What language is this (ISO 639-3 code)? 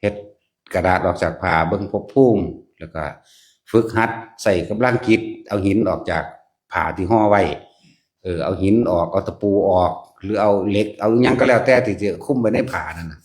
tts